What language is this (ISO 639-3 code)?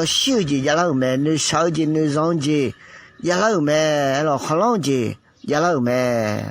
ahk